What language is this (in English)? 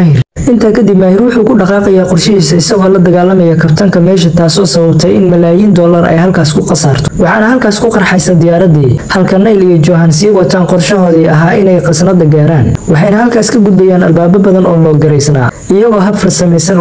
Somali